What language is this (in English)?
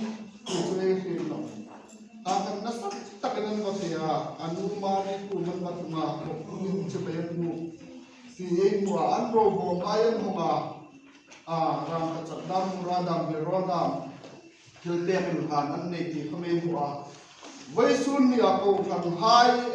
Hmar